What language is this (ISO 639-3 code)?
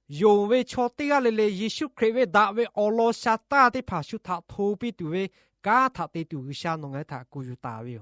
lhu